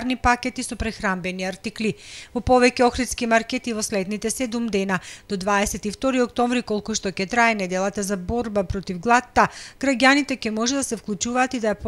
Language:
Macedonian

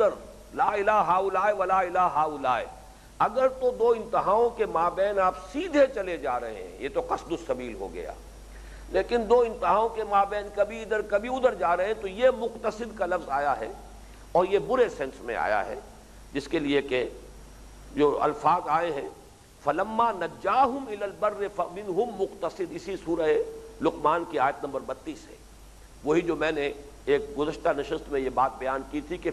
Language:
Urdu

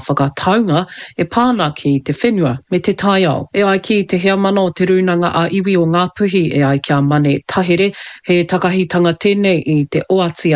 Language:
Māori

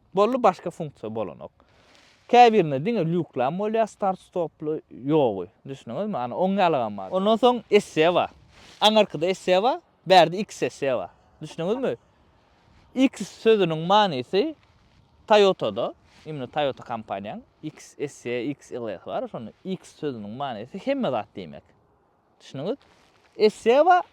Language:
Turkmen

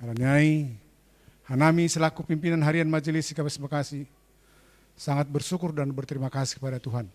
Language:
Batak Simalungun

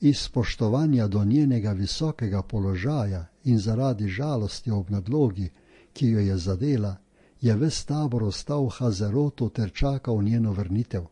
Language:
Slovenian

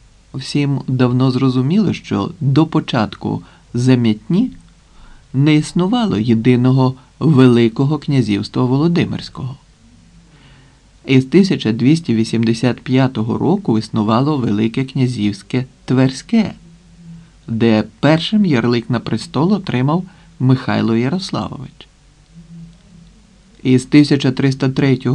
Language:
Ukrainian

